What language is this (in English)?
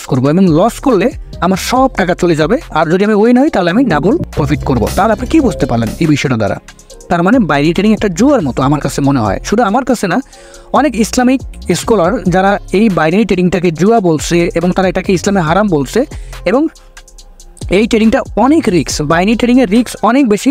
Bangla